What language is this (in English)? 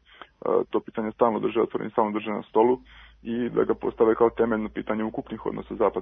Serbian